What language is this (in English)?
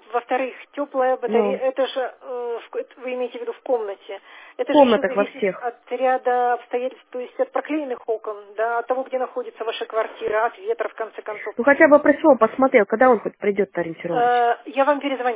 Russian